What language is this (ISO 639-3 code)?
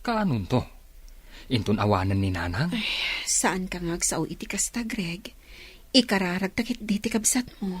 ilo